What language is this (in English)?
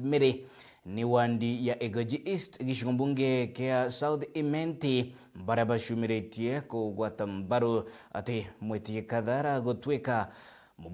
Meru